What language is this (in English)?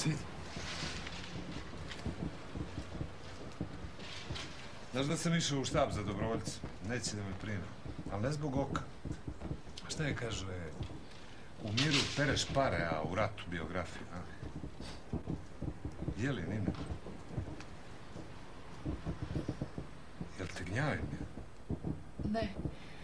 Serbian